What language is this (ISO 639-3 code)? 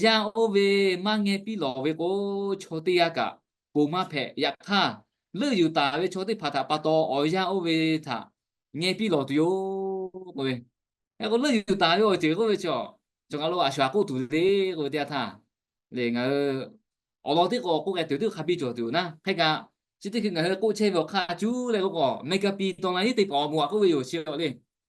lhu